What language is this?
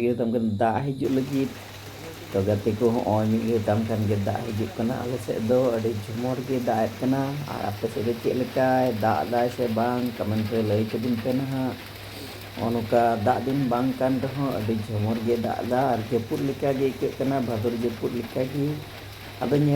Santali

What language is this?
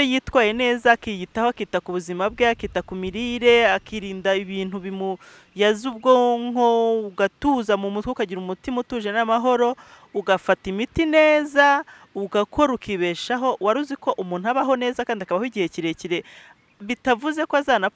Kinyarwanda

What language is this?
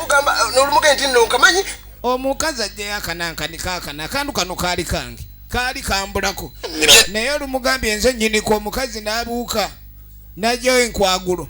Ganda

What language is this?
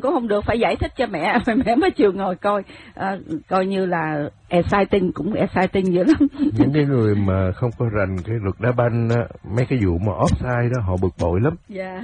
Vietnamese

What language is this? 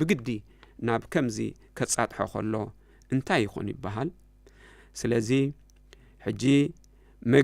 Tigrinya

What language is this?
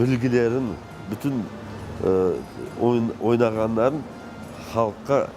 Crimean Tatar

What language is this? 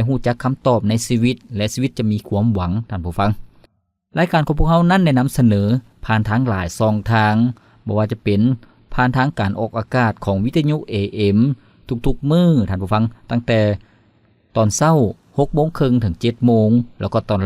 Lao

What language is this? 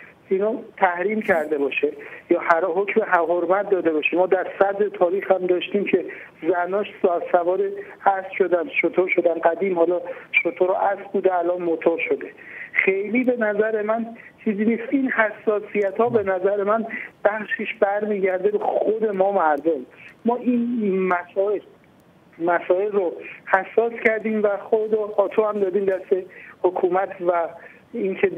Persian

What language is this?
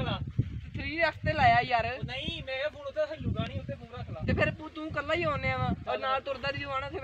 Punjabi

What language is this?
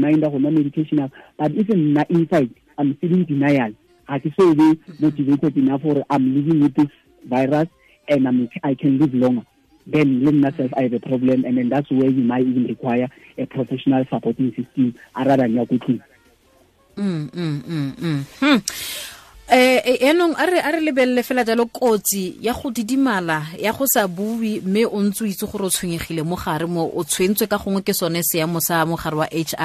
Tswana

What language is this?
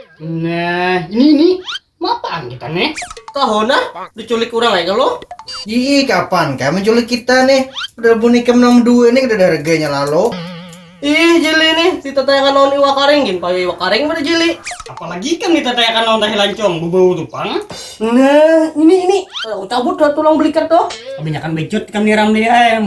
Banjar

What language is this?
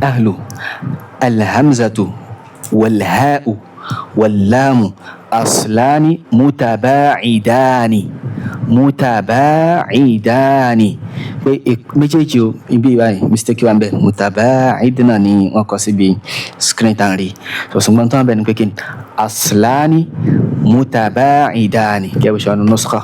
Yoruba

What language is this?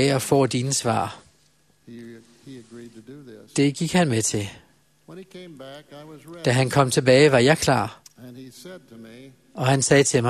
Danish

